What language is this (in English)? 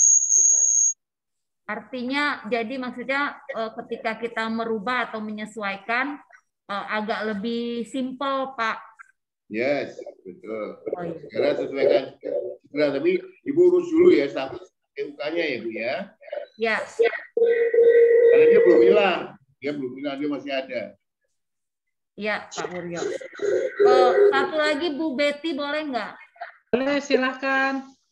Indonesian